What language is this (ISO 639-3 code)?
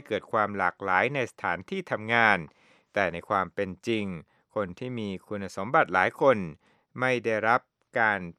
tha